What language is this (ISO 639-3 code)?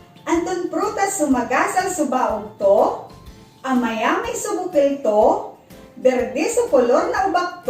pag